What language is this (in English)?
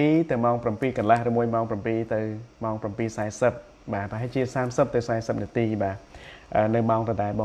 Khmer